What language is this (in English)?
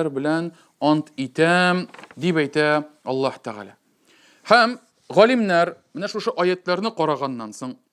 Tatar